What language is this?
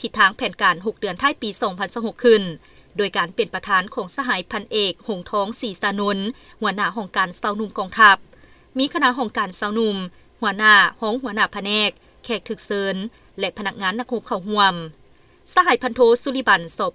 Lao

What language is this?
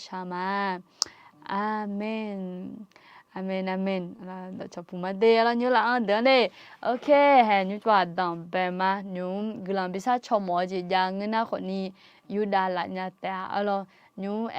Akha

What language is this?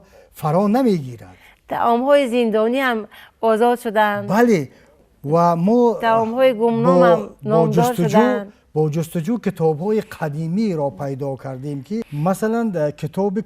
Tajik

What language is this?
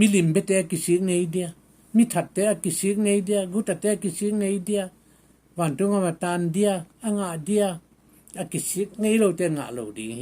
Tedim Chin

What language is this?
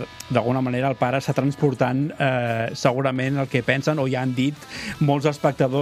Catalan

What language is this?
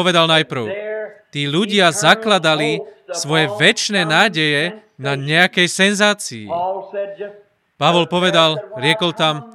Slovak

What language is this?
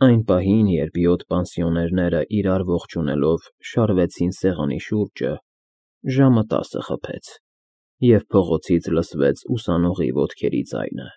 Armenian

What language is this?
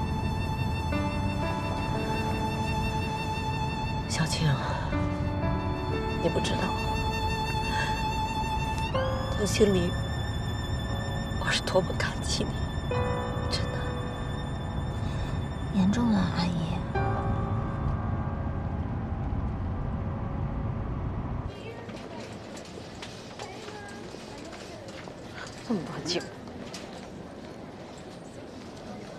Chinese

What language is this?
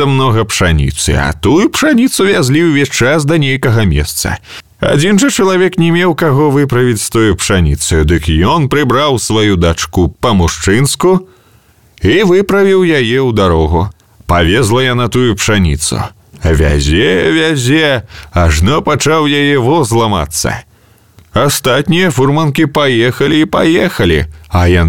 Belarusian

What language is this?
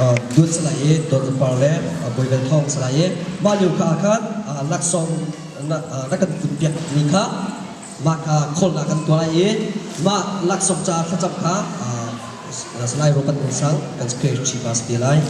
Hakha Chin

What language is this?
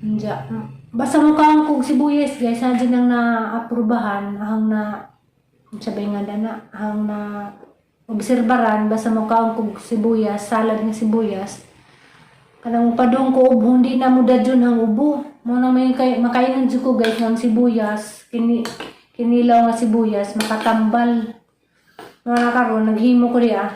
Cebuano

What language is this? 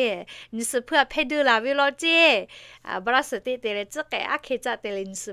Lahu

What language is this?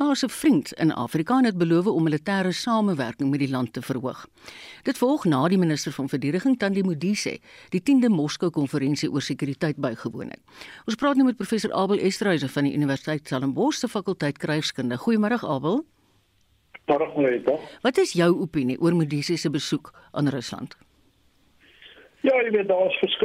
Afrikaans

